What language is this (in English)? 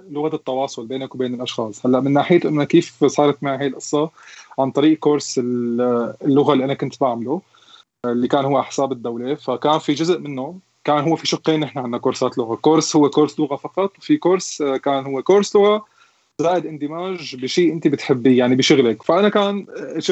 North Levantine Arabic